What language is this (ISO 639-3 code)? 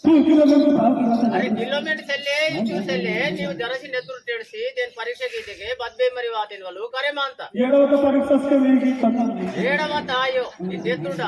esg